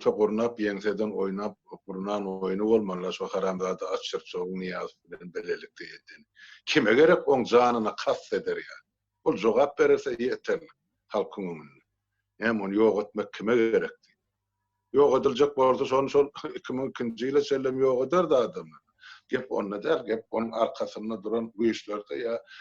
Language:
Turkmen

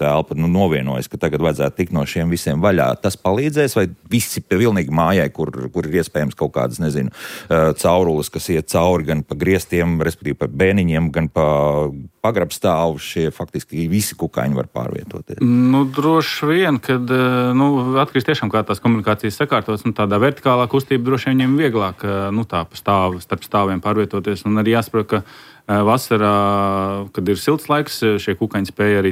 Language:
Latvian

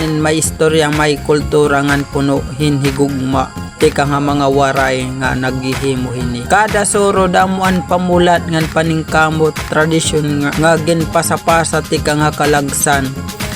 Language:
Waray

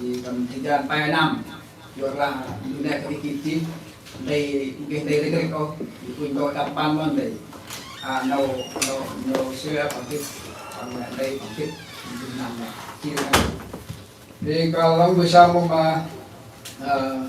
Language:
Central Mnong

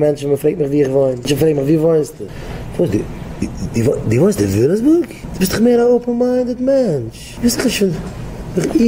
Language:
Yiddish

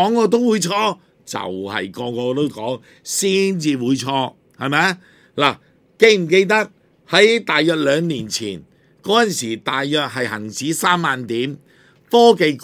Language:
Cantonese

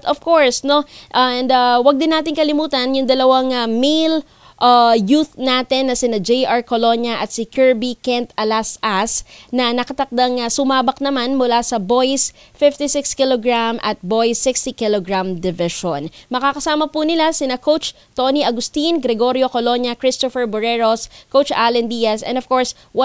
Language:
Filipino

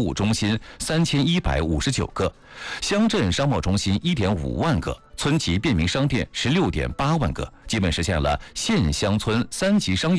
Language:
Chinese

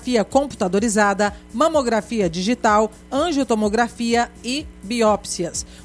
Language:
Portuguese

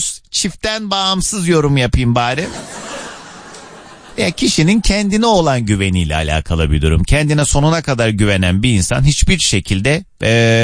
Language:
Turkish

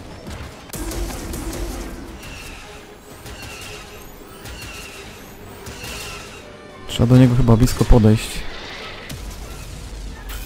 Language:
Polish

